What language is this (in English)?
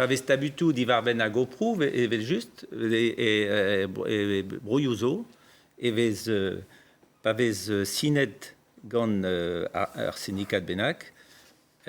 Breton